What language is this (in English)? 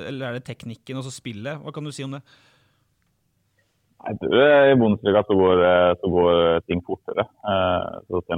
Norwegian